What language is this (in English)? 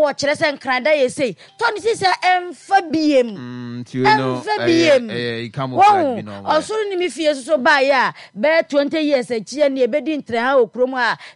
Akan